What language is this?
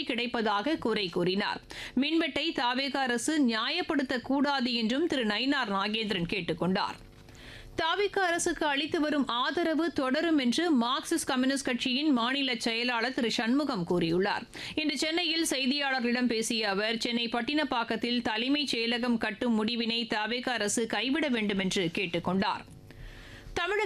Tamil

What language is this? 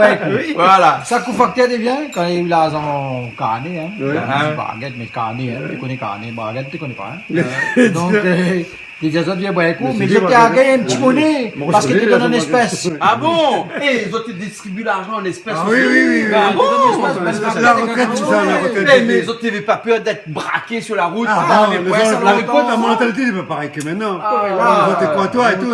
Réunion Creole French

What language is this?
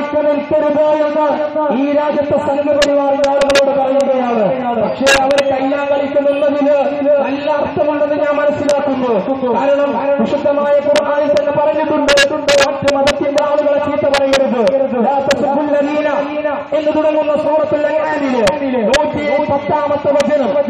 Malayalam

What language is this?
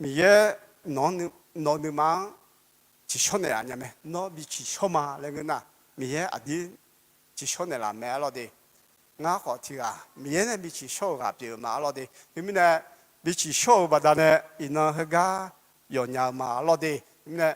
Akha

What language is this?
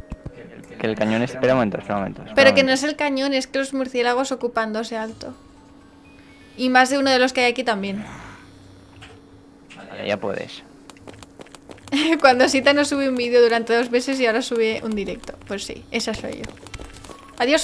Spanish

